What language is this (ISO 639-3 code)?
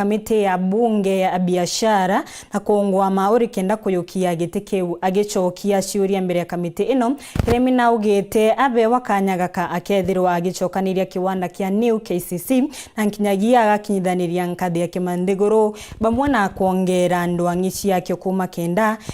mer